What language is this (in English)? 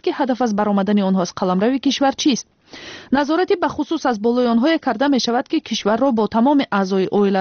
Tajik